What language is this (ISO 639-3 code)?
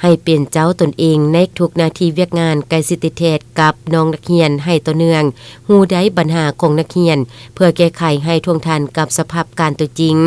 lao